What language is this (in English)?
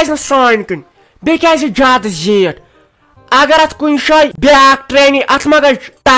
Kashmiri